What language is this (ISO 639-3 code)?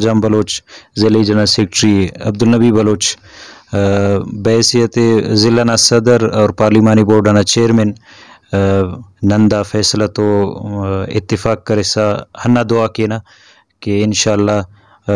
brh